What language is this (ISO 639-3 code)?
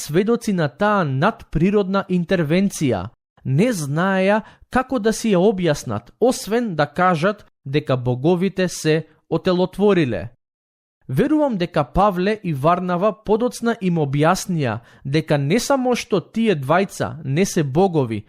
mkd